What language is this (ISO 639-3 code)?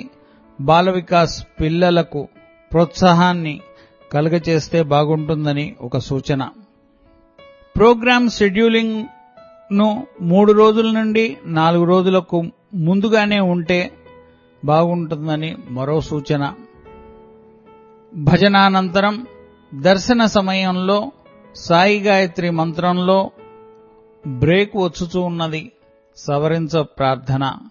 tel